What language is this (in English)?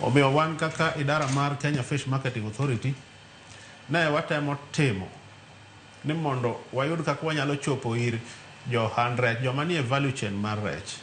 Luo (Kenya and Tanzania)